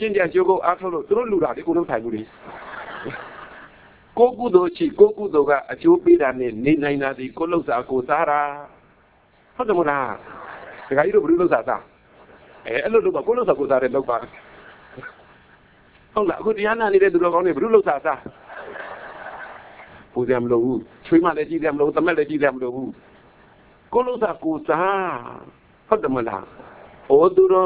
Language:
Burmese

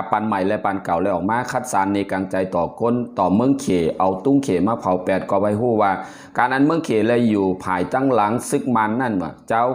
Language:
Shan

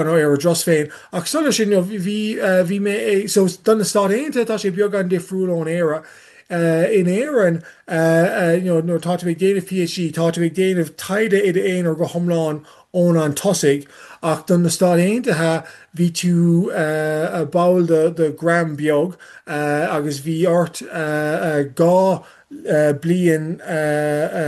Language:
Irish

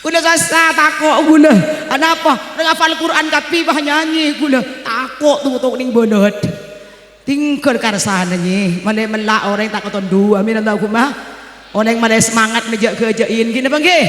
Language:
Madurese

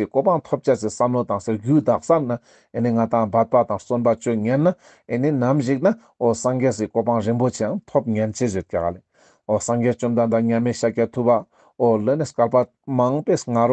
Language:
Ladakhi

